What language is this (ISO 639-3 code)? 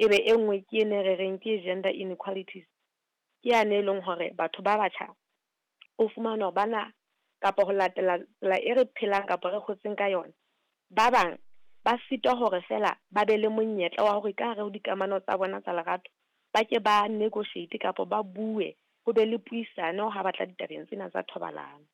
sot